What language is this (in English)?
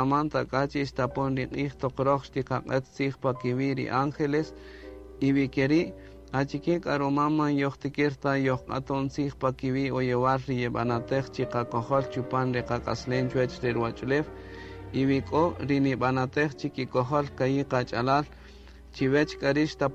Kaqchikel